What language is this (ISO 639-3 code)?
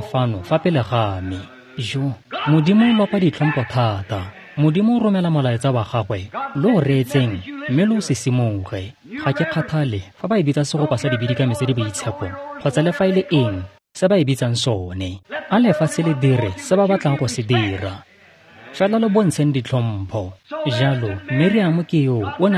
tsn